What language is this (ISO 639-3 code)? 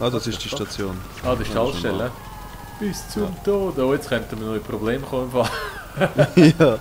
gsw